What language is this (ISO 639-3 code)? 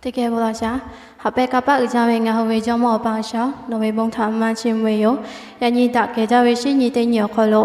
lhu